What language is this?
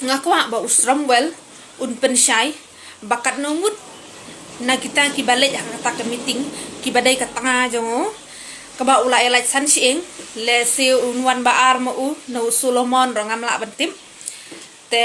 Khasi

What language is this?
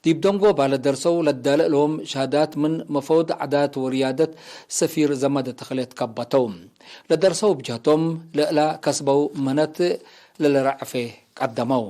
Tigre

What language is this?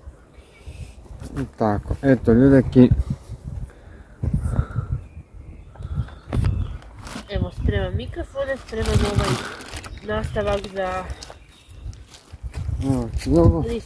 Croatian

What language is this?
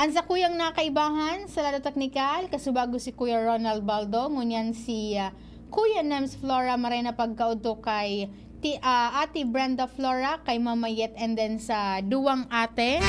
Bikol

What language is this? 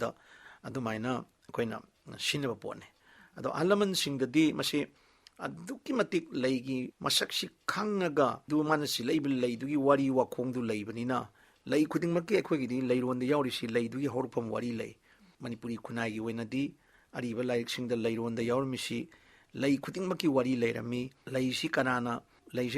Manipuri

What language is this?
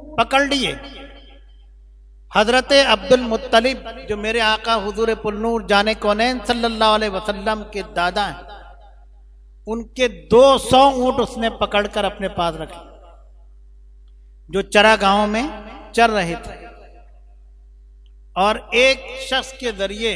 Hindi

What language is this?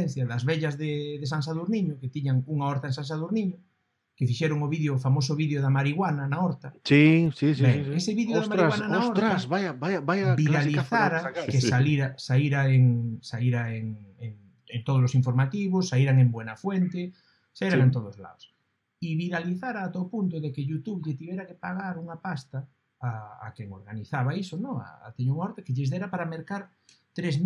Galician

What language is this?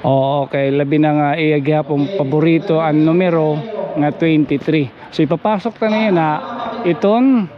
Waray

